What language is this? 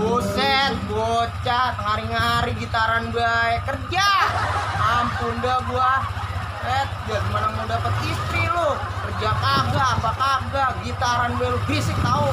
Betawi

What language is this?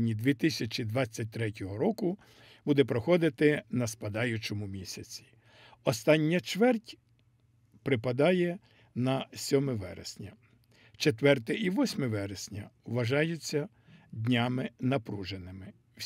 Ukrainian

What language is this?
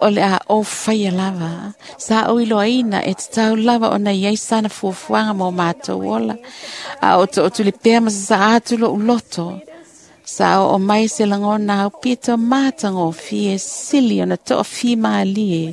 Samoan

